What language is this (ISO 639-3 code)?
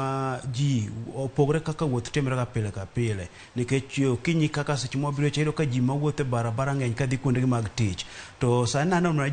luo